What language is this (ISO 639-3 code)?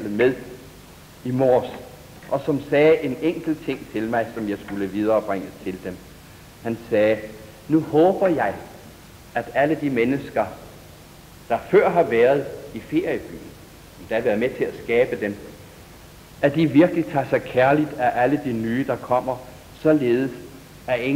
dan